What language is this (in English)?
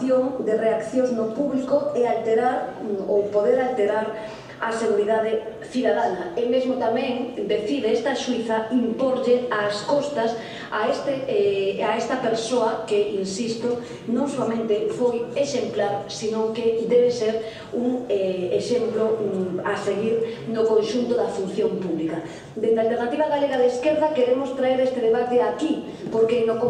Galician